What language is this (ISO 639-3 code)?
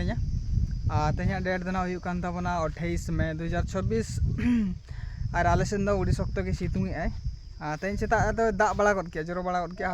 sat